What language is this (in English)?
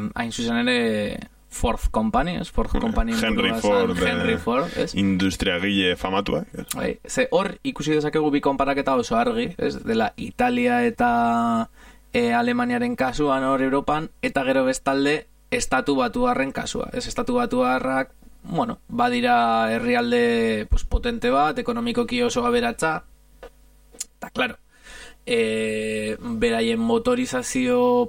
Basque